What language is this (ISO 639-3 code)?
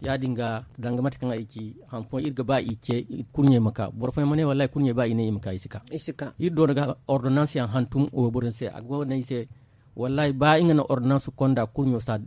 dje